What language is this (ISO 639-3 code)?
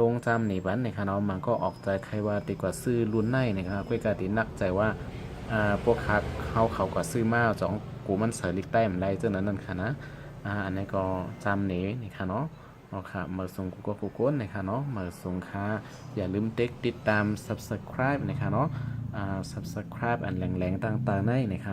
shn